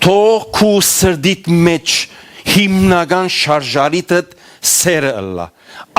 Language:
Western Armenian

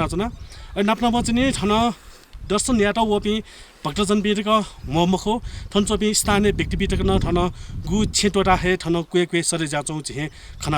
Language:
Newari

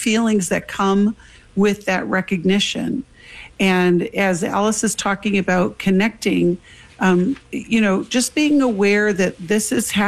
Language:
English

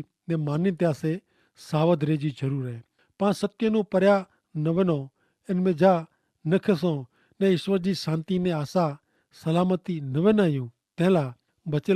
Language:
Kachhi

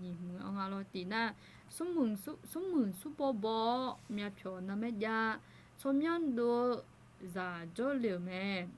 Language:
Akha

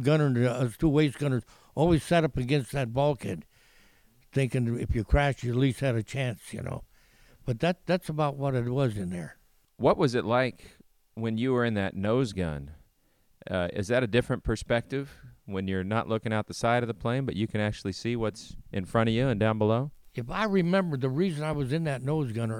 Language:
English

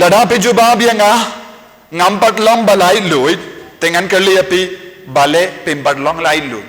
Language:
Khasi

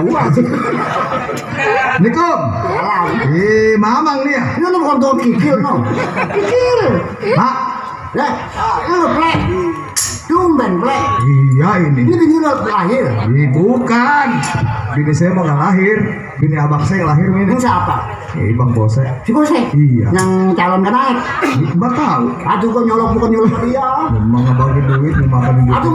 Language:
Betawi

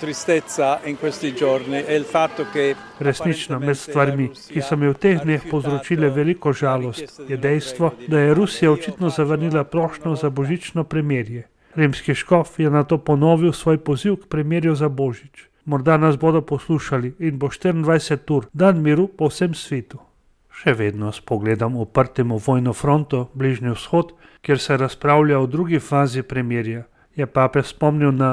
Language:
Slovenian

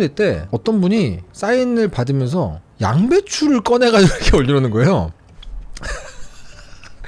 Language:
Korean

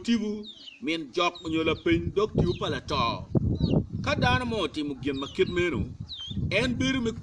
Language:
Acoli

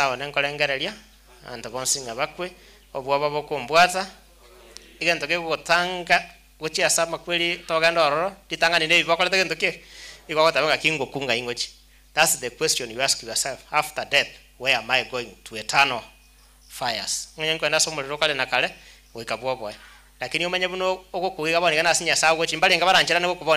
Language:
Gusii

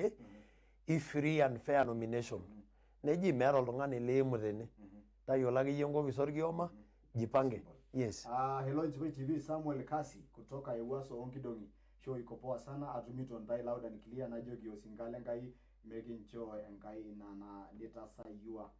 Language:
Masai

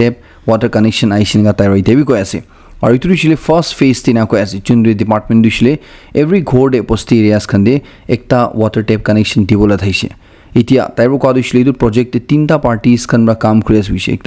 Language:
Naga Pidgin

